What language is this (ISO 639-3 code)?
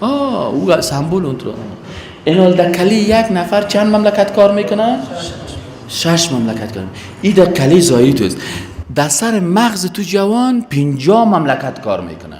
fas